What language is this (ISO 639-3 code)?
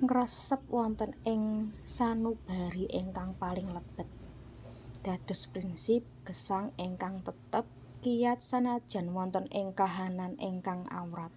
jav